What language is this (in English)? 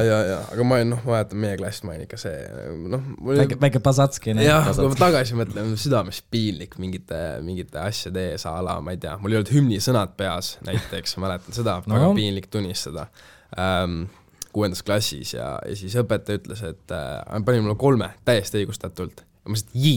Estonian